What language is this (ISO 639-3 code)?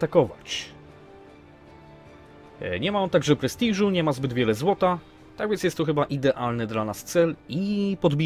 pol